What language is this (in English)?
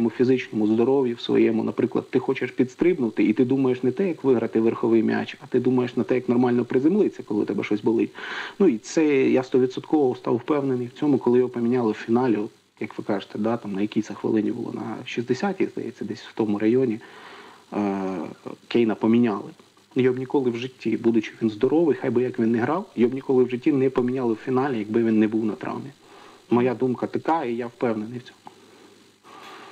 Ukrainian